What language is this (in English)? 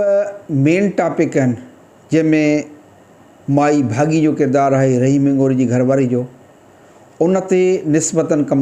Sindhi